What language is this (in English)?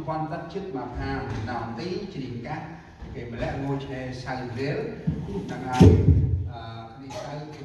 Central Mnong